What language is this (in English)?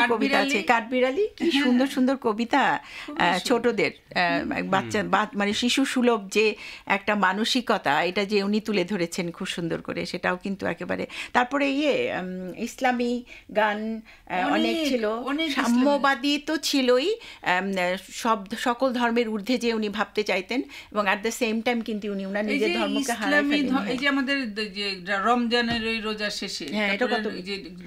Bangla